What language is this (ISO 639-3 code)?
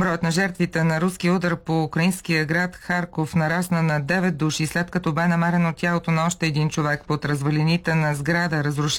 bul